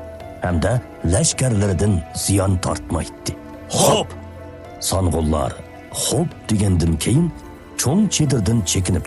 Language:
Uyghur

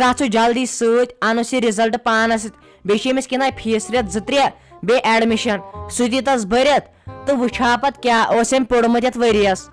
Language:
Kashmiri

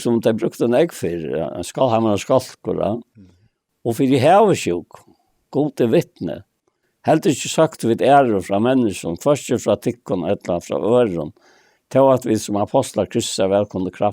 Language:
Faroese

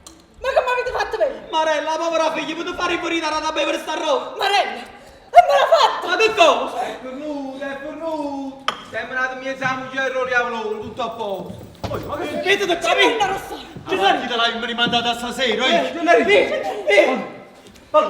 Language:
Neapolitan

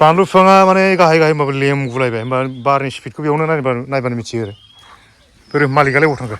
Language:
Bodo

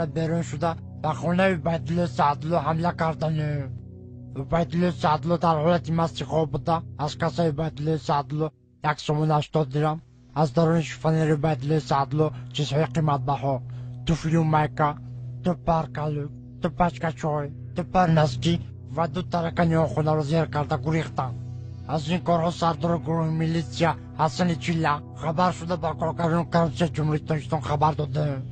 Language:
Tajik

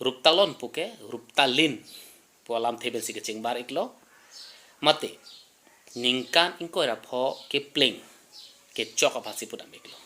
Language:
Karbi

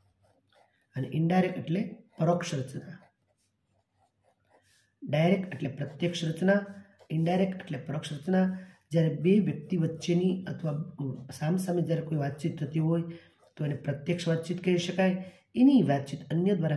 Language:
Gujarati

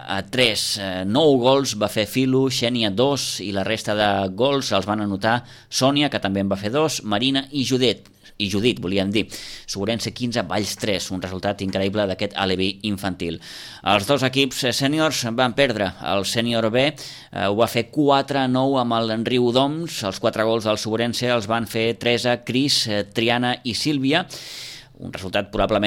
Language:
Catalan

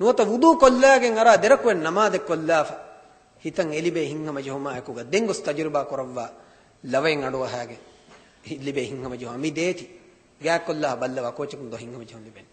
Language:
Divehi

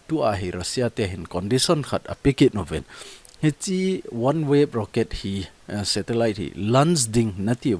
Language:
Thado Chin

